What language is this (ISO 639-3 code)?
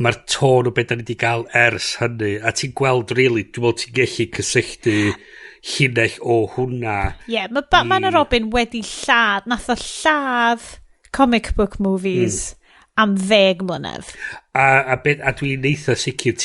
cym